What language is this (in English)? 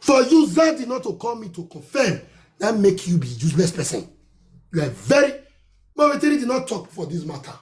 Nigerian Pidgin